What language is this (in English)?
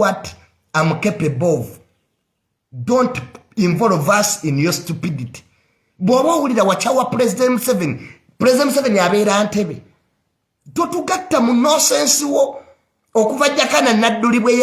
Ganda